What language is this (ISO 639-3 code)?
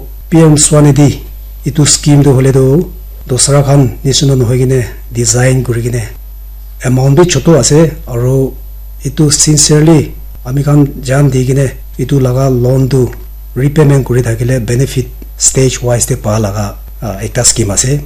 nag